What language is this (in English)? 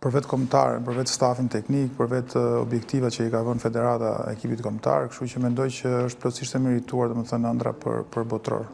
Albanian